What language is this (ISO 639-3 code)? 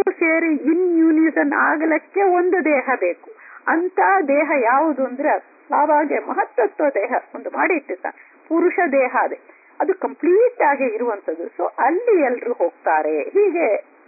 kan